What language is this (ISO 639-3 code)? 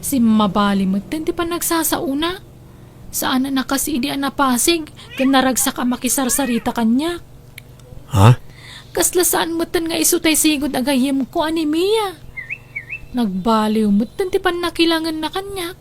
ilo